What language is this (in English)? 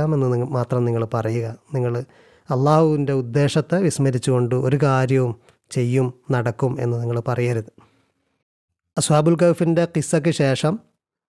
Malayalam